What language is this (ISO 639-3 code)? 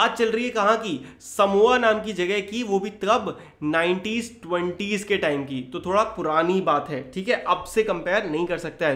hin